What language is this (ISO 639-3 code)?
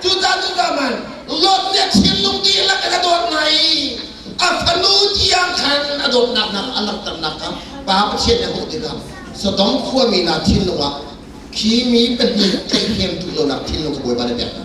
cnh